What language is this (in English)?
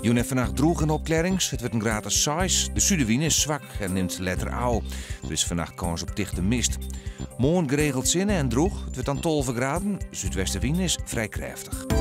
Western Frisian